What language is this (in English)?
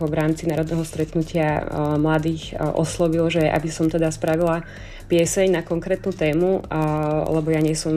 Slovak